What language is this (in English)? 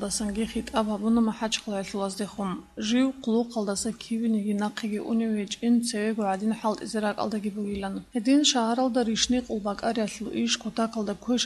Avaric